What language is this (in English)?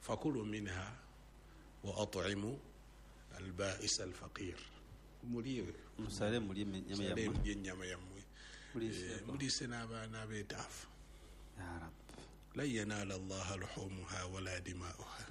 Ganda